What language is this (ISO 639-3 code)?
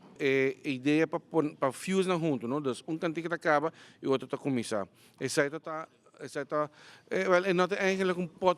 pap